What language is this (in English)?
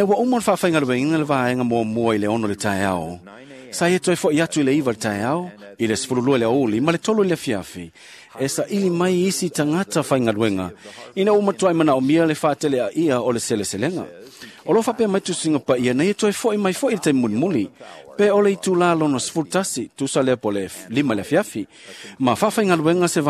Samoan